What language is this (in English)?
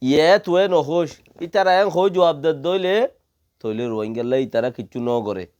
Rohingya